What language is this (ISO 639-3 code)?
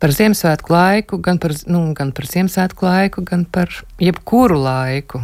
lav